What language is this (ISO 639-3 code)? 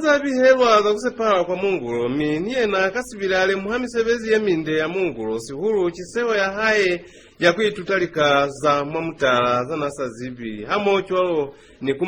loz